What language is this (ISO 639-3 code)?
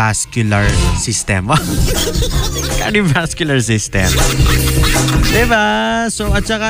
fil